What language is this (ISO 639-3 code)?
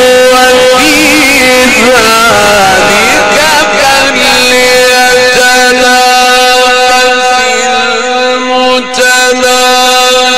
ara